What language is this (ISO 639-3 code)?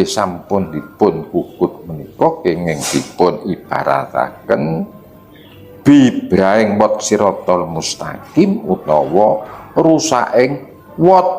jav